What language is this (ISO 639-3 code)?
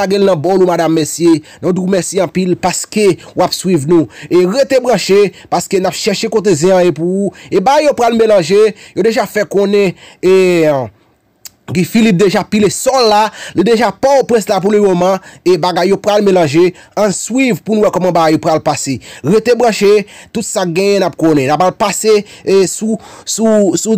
hat